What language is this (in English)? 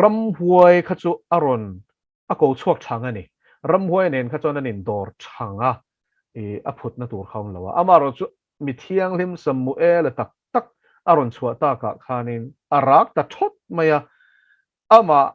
Mizo